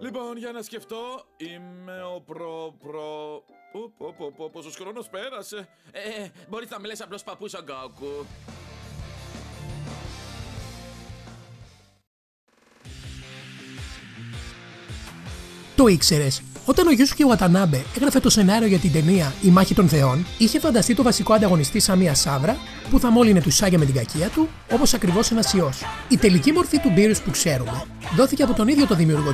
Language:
Greek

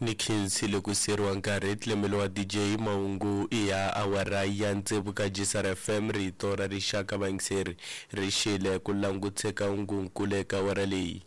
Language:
Tsonga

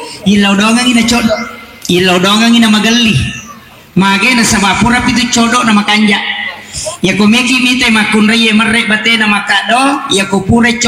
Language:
Buginese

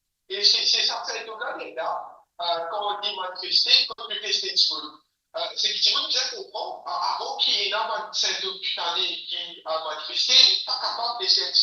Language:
Morisyen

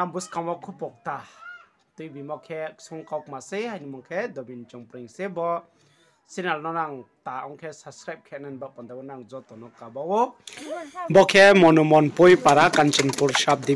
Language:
Riang (India)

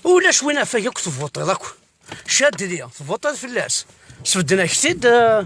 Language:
Kabyle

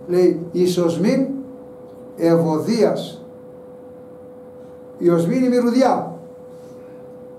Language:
Greek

